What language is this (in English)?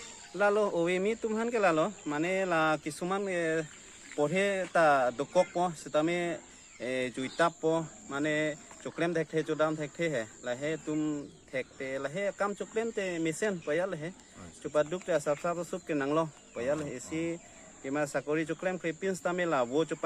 Karbi